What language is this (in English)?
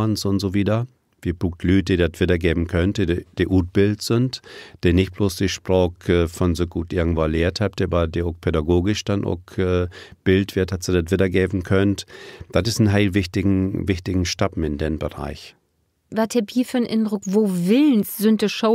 Low German